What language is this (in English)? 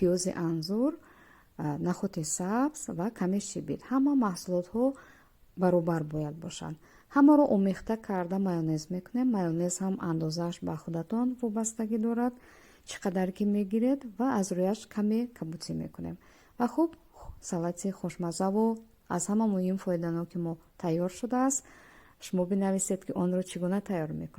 Tajik